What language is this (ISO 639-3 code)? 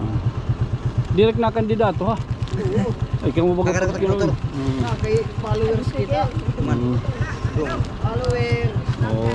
war